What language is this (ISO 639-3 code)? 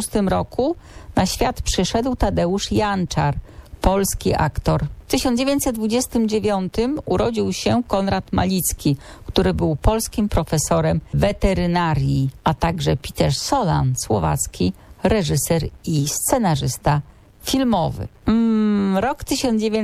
pol